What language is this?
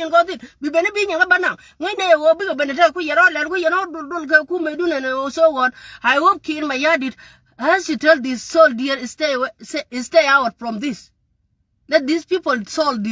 Nuer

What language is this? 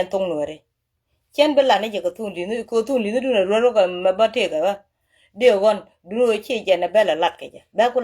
Nuer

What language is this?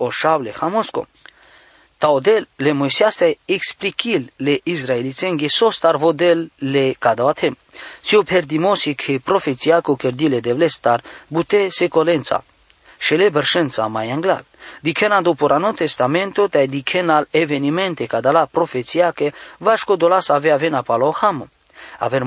Romany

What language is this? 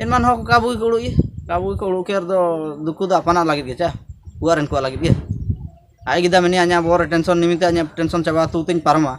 Ho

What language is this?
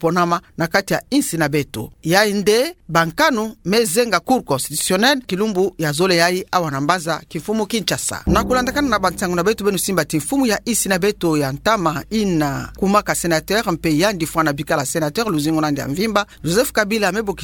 Kituba (Democratic Republic of Congo)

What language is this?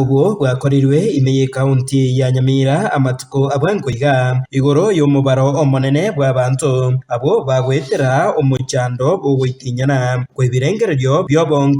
Gusii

